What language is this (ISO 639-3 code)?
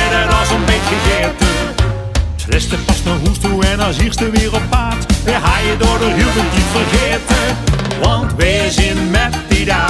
lim